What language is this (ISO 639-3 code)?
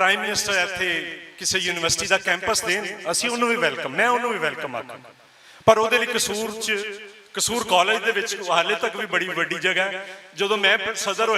lah